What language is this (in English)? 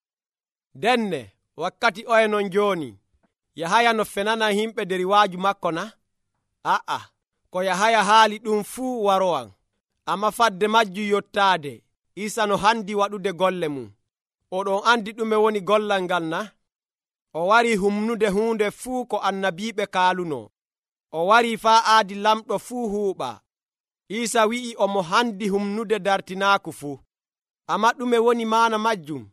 Nigerian Fulfulde